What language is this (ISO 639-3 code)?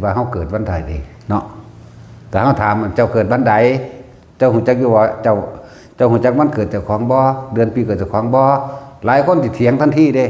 tts